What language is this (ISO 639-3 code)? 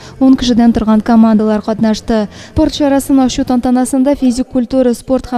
tat